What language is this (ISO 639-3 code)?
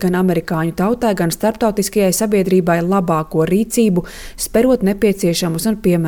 lav